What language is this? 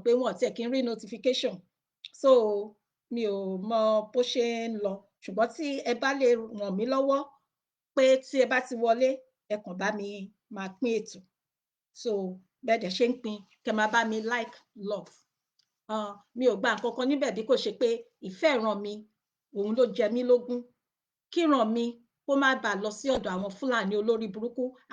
Yoruba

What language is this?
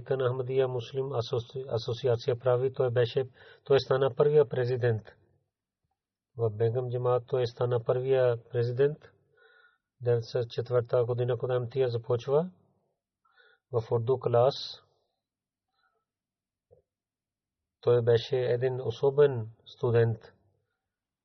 Bulgarian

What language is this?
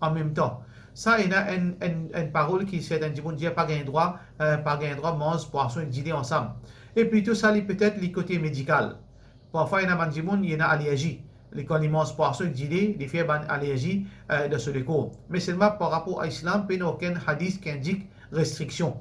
Morisyen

